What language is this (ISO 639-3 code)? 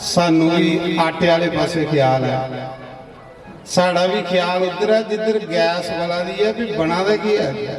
doi